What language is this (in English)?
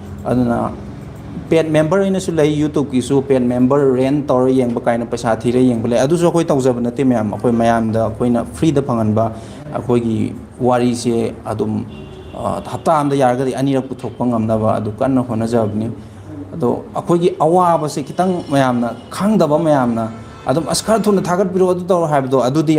Manipuri